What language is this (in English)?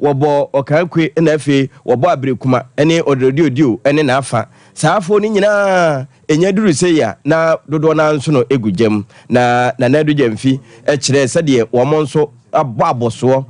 Akan